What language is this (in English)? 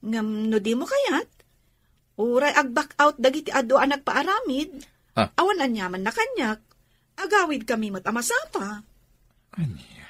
Iloko